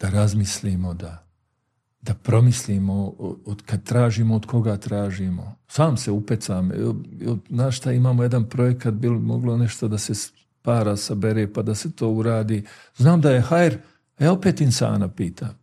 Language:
Bosnian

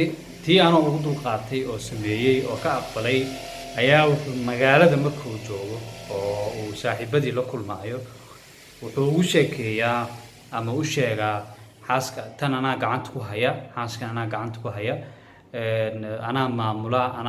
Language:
Somali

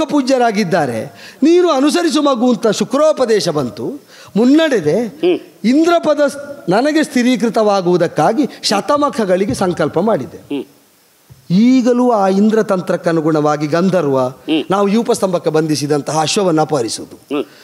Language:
Kannada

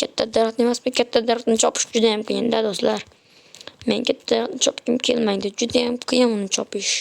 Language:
Uzbek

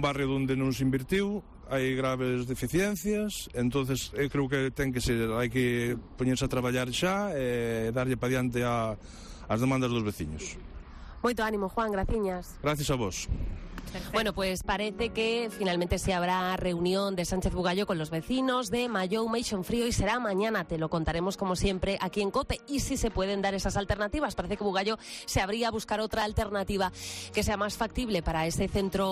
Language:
Galician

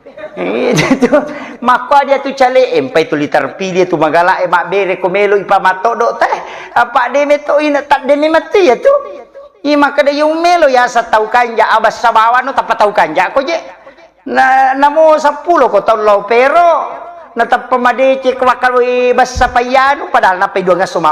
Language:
Buginese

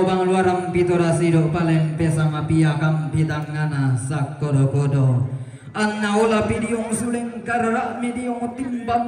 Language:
Toraja-Sa'dan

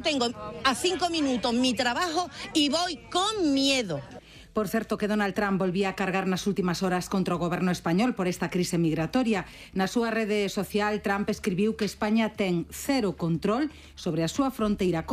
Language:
Galician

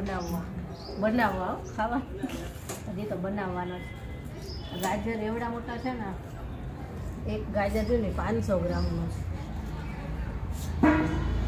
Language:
Gujarati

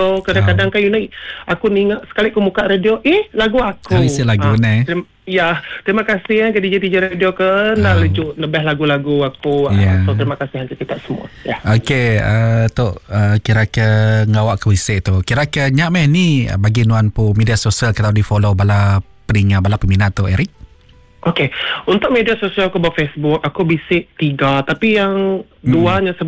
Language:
Iban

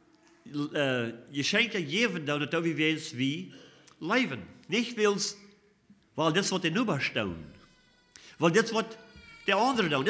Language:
Plautdietsch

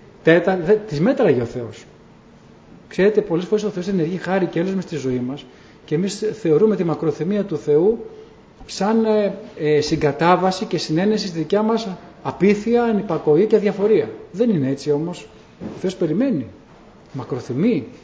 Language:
Greek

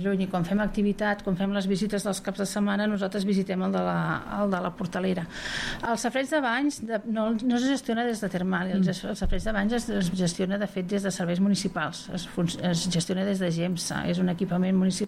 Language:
Catalan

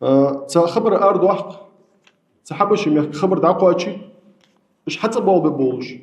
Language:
Ingush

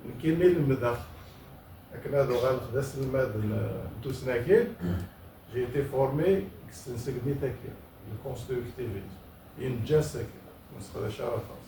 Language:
Kabyle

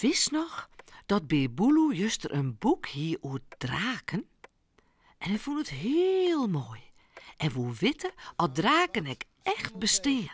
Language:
Western Frisian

